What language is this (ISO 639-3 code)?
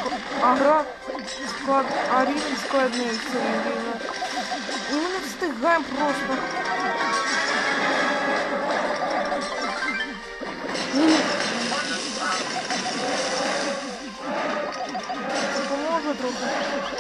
ukr